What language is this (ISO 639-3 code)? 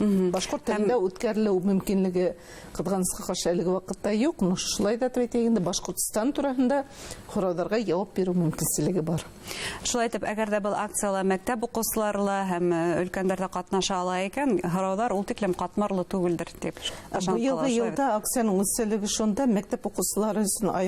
bak